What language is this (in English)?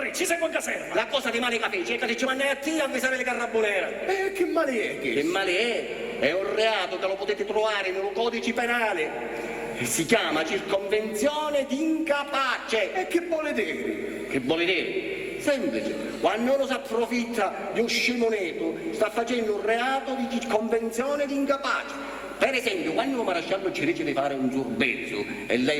Sicilian